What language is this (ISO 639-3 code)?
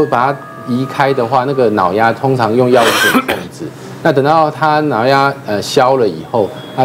zho